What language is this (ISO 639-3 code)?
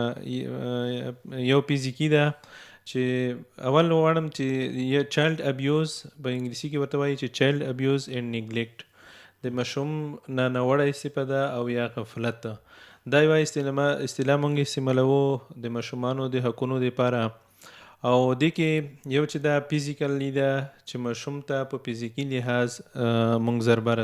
pus